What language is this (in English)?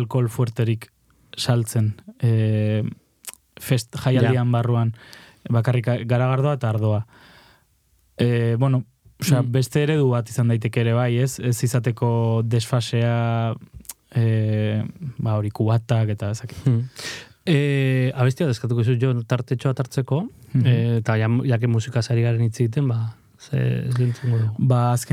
Basque